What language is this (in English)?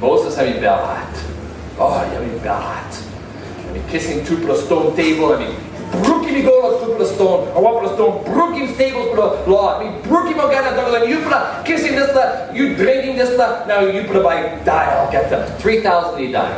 Tok Pisin